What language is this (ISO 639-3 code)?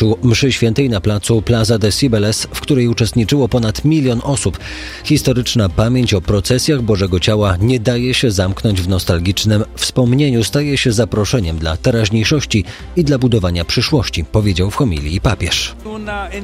pol